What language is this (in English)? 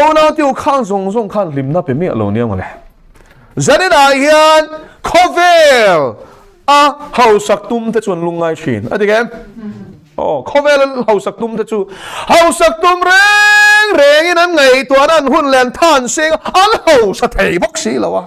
Mizo